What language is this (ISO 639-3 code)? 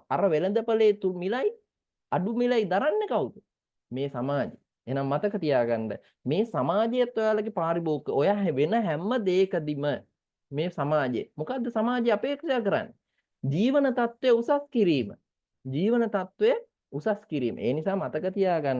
sin